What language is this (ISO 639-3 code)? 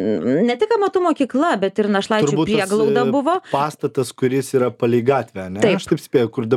lit